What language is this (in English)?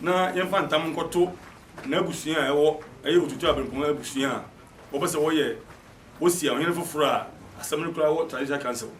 Akan